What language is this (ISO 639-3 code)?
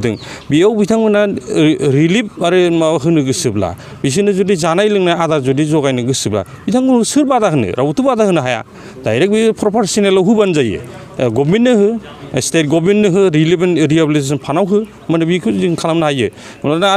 brx